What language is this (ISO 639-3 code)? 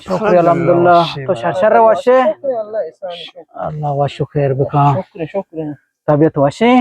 bgp